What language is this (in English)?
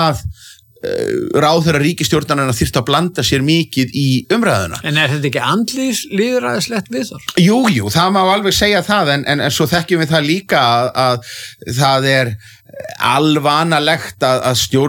Icelandic